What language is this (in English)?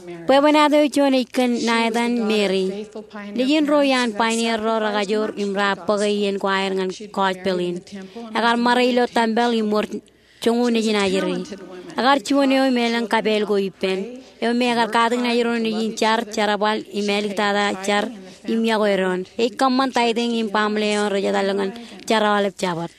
Marshallese